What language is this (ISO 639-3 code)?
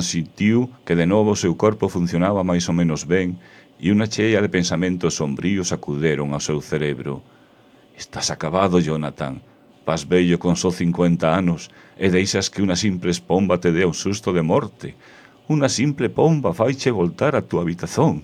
glg